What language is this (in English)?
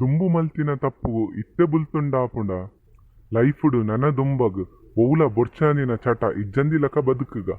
Tulu